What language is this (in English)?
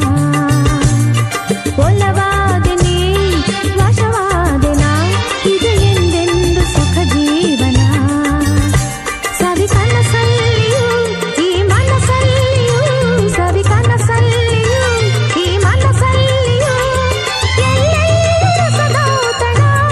Kannada